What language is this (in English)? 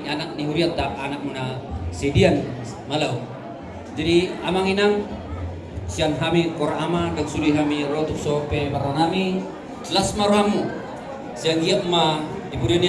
Batak Toba